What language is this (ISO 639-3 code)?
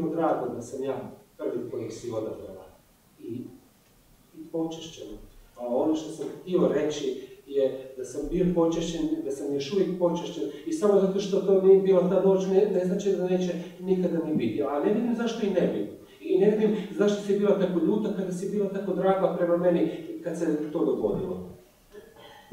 hrv